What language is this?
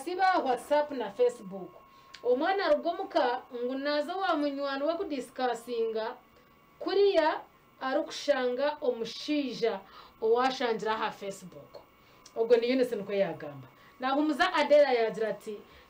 Nyankole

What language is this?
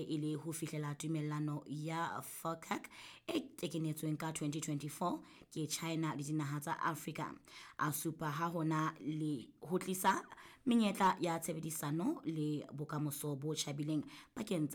Southern Sotho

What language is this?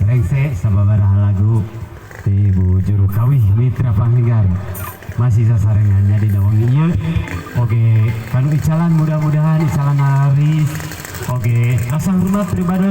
Sundanese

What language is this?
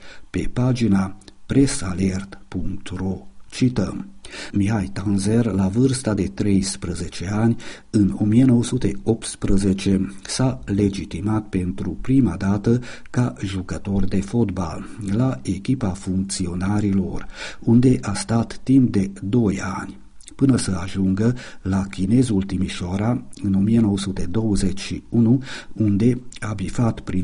Romanian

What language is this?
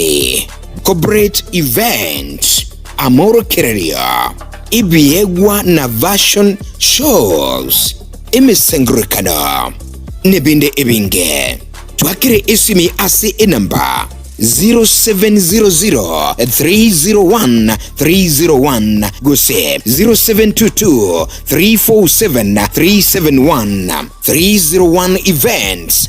Gusii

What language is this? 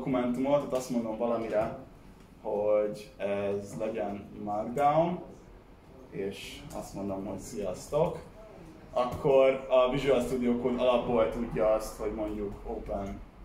Hungarian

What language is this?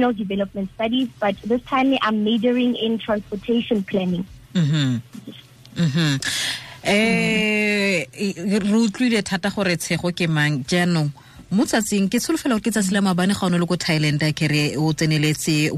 Tswana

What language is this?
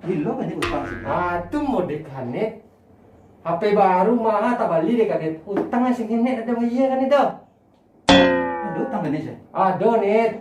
Minangkabau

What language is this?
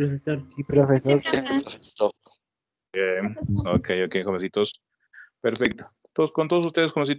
Spanish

